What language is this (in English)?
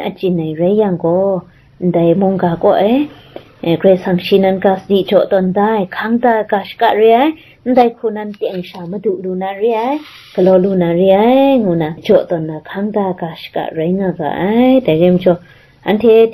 Kachin